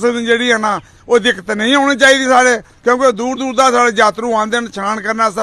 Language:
Dogri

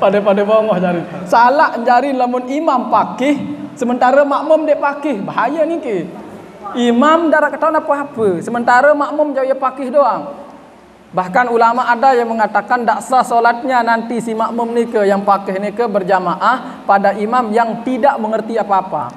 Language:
Sasak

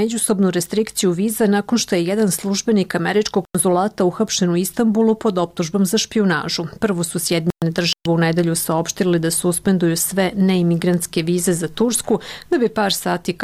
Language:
Serbian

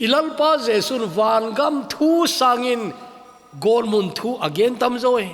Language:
Thado Chin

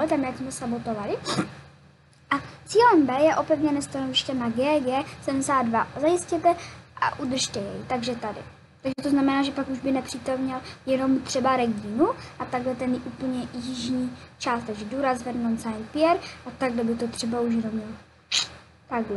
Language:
Czech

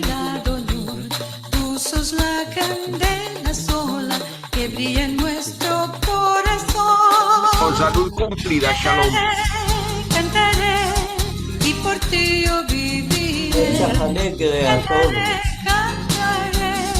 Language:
Ladino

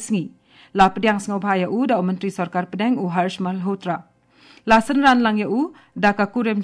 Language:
Khasi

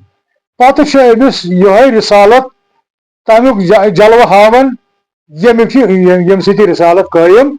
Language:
Kashmiri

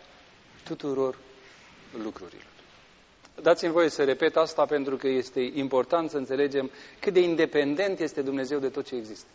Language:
Romanian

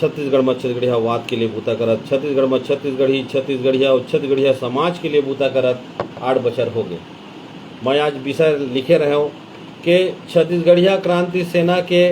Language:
Chhattisgarhi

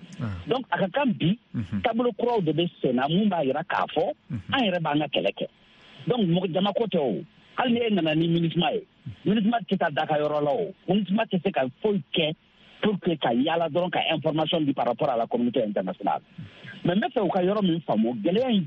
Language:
Bambara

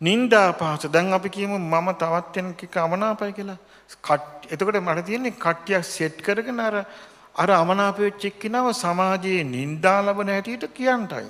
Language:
Sinhala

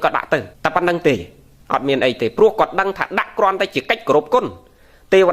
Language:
Khmer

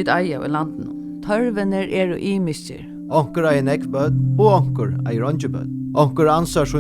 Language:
Faroese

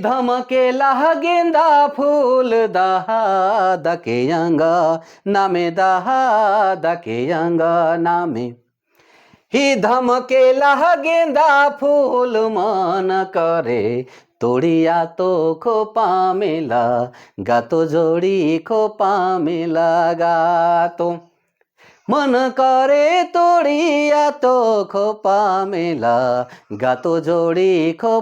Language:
Sadri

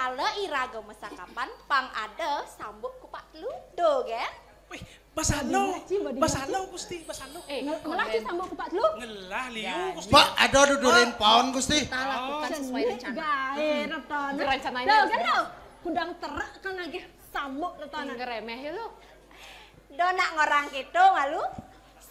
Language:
Balinese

